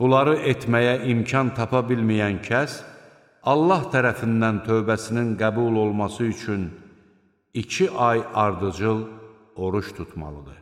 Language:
Azerbaijani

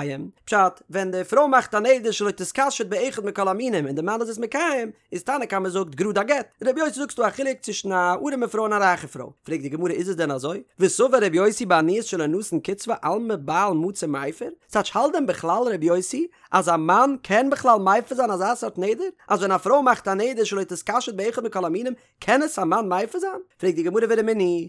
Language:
Yiddish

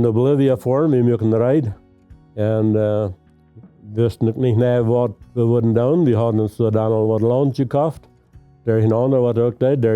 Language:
Plautdietsch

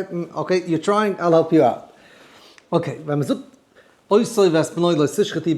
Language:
Yiddish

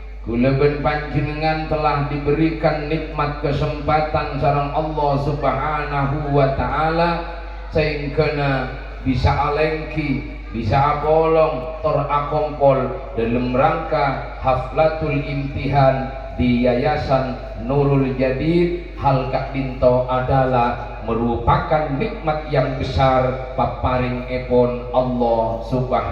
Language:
Madurese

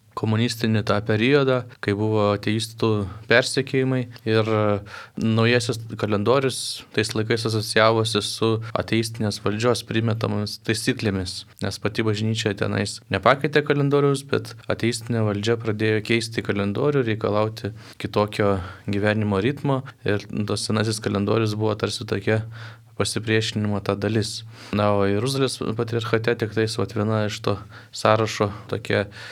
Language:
Lithuanian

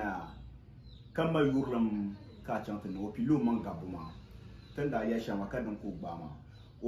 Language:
Dagbani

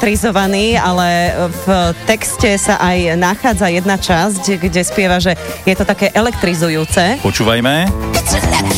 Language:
Slovak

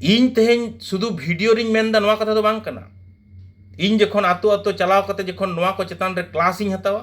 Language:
Santali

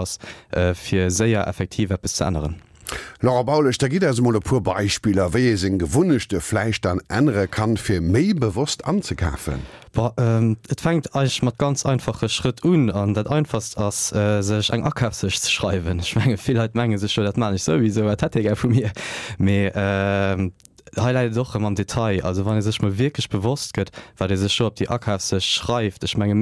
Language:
Luxembourgish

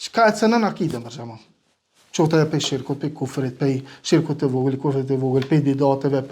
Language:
Albanian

